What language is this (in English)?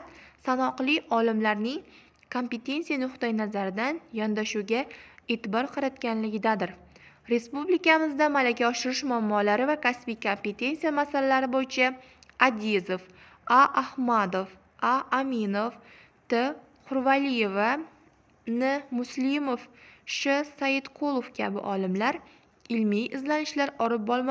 Uzbek